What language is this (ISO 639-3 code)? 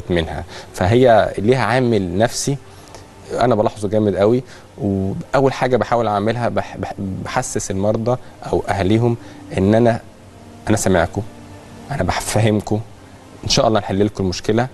arz